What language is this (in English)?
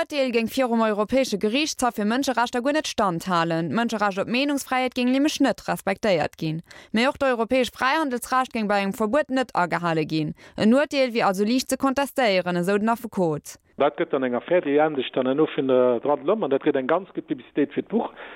Luxembourgish